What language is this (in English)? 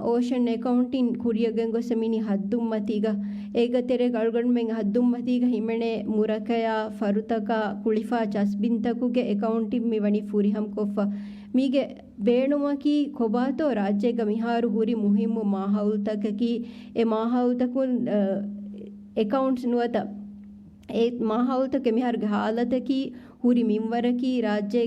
Divehi